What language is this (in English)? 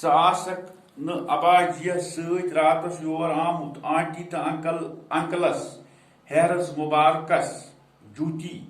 Kashmiri